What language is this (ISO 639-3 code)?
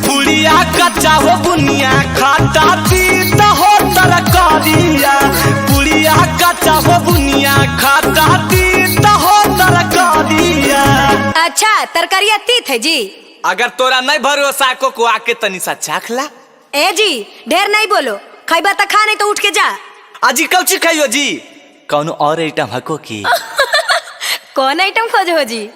mag